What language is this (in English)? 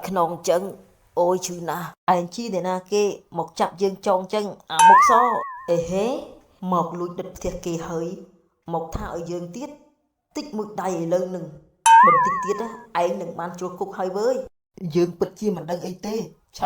Khmer